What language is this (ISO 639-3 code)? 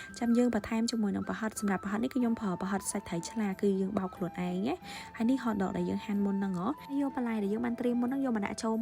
khm